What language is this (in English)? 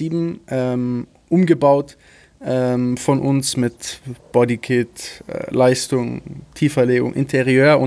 German